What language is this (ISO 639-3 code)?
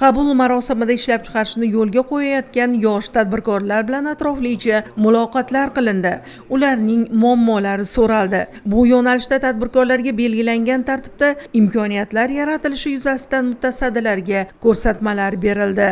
uzb